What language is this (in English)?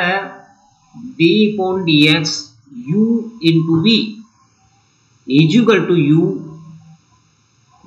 Hindi